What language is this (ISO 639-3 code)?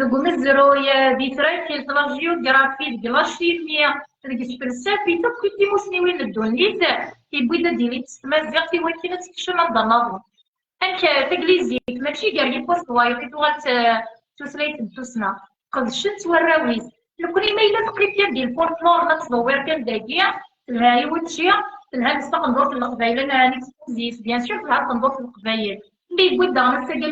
kab